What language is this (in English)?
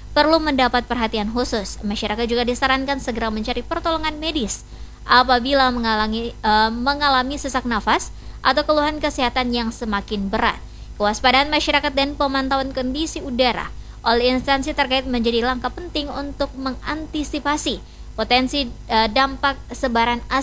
Indonesian